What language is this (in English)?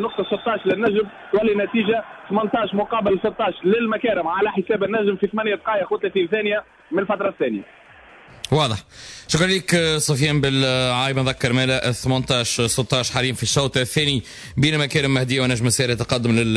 Tunisian Arabic